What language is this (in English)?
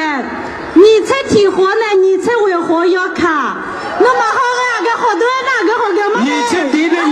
Akha